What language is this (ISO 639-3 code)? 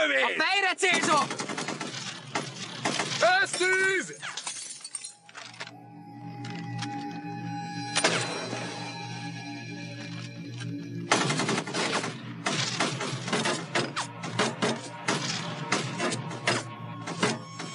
hun